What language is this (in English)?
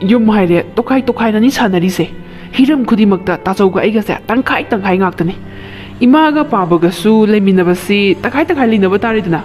Manipuri